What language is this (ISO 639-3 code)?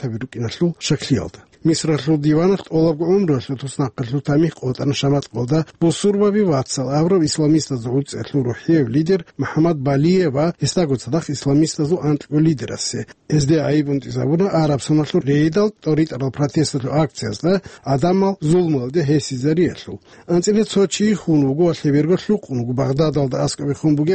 ava